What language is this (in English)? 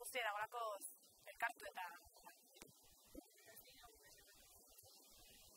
Basque